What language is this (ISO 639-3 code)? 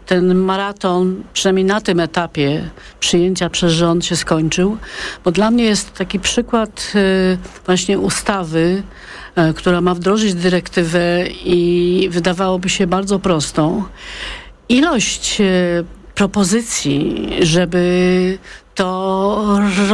pol